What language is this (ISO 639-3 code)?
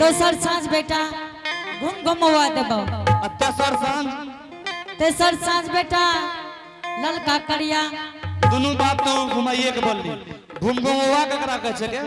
anp